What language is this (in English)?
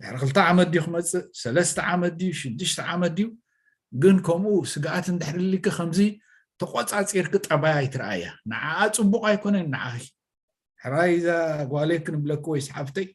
Tigrinya